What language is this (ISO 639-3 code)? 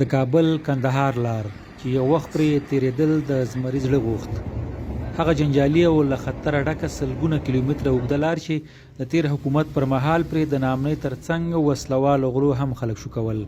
pus